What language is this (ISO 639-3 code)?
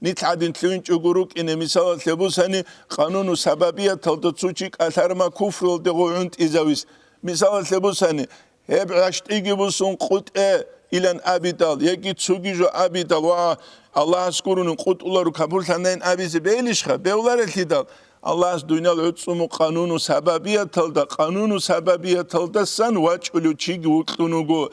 ava